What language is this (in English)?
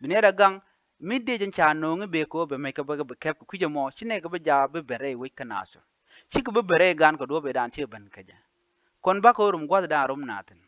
Nuer